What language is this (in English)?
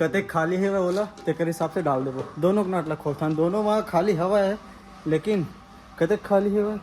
Chhattisgarhi